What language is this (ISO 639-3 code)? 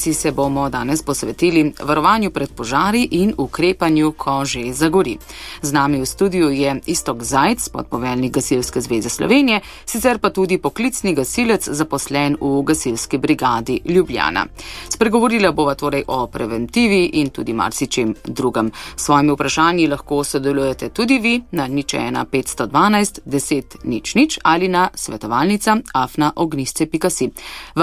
slv